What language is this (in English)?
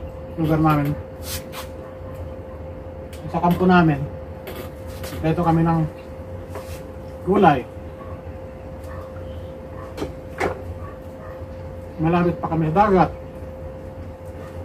Filipino